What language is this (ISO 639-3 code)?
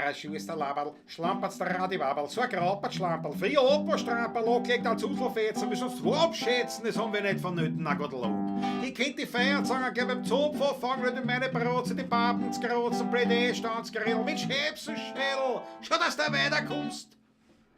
bar